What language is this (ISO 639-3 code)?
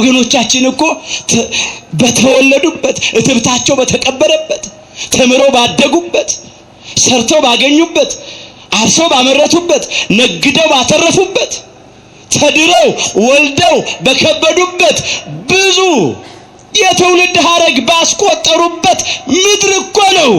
amh